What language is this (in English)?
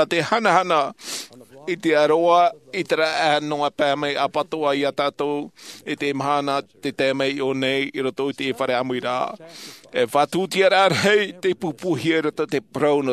Tahitian